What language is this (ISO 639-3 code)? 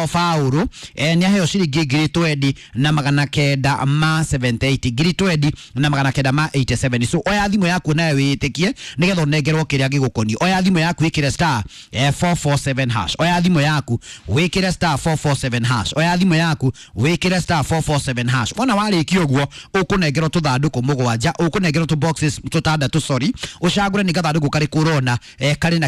kik